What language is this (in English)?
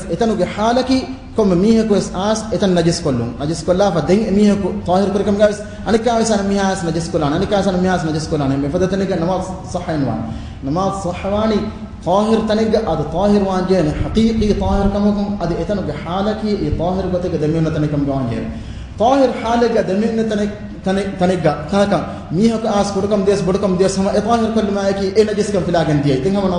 Divehi